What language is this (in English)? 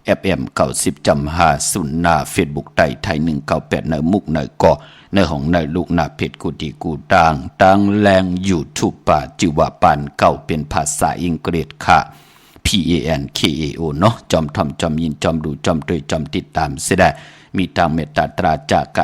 Shan